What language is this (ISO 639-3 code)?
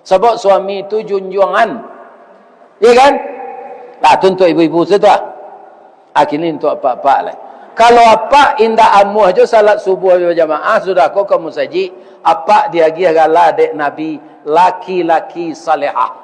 min